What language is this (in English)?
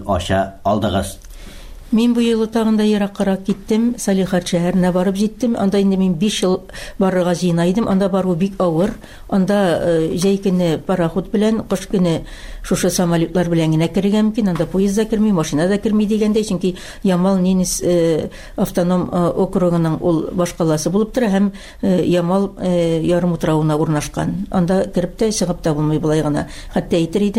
Tatar